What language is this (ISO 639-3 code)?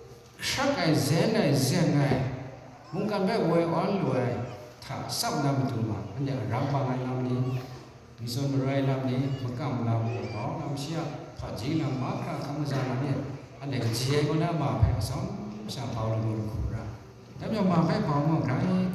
kac